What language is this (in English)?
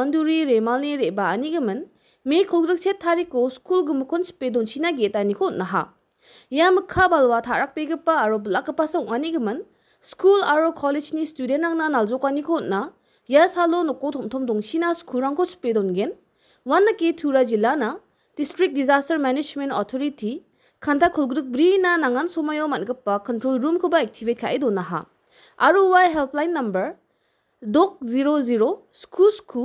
Garo